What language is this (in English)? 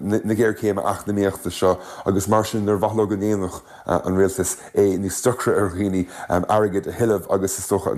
Irish